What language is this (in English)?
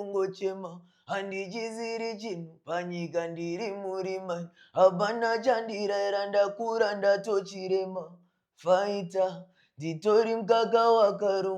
Shona